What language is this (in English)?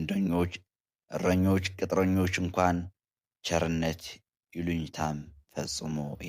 Amharic